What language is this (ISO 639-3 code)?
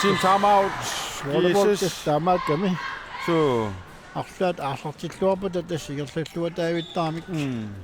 kal